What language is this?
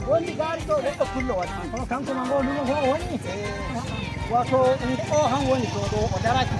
Nigerian Fulfulde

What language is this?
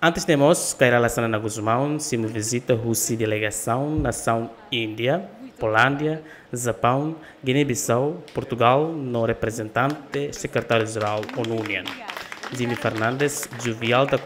Tetum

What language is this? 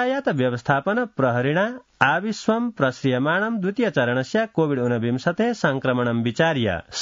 Sanskrit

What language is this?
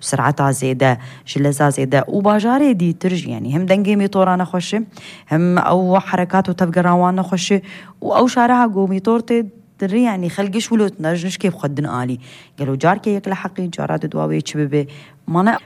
Kurdish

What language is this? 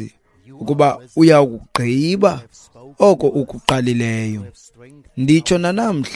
Xhosa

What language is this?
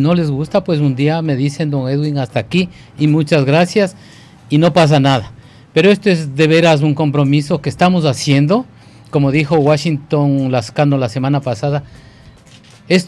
Spanish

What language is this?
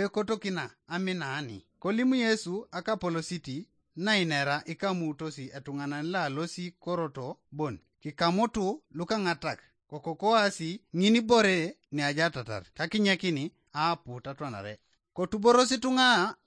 Teso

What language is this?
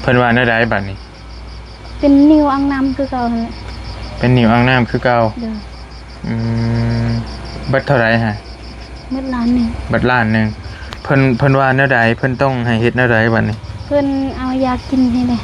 Northeastern Thai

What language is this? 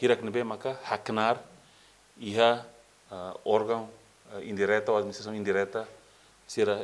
Tetum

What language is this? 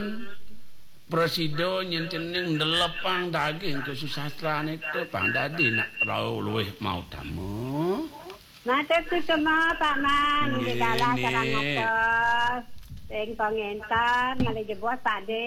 Balinese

